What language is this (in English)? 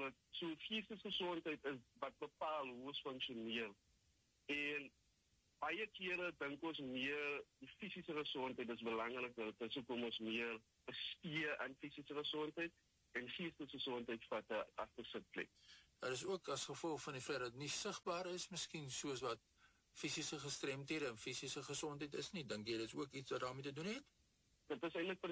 Afrikaans